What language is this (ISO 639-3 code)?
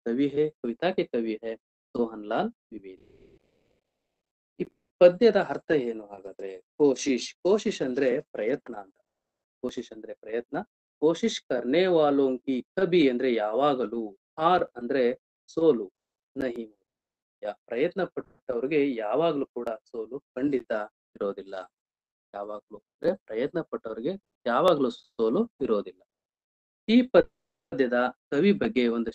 kan